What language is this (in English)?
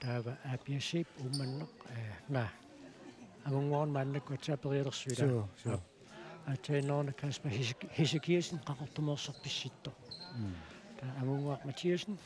Kalaallisut